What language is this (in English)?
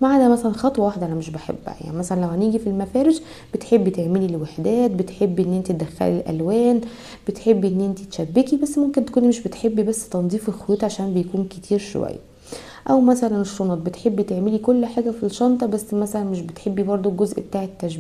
Egyptian Arabic